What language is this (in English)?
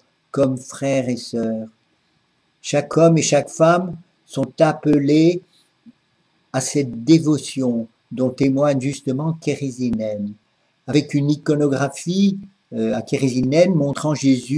French